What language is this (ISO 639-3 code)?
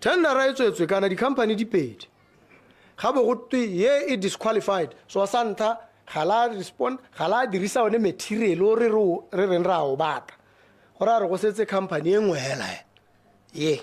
tsn